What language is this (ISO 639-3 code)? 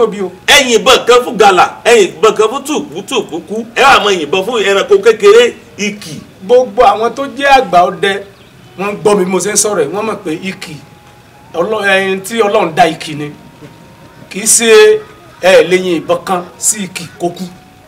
yor